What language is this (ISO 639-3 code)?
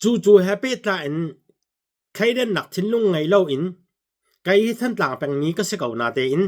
cnh